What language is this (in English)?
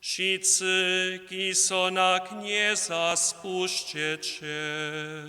Upper Sorbian